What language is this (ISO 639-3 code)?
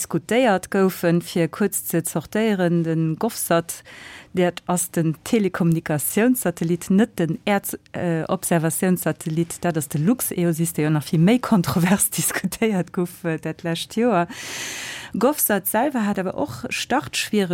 ltz